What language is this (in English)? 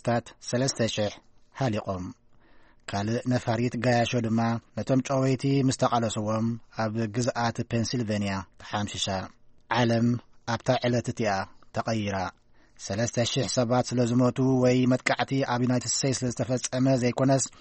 Tigrinya